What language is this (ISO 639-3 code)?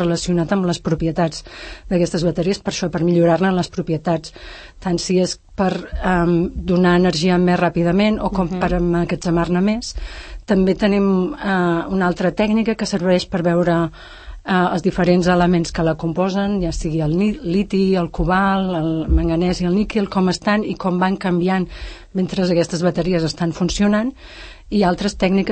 cat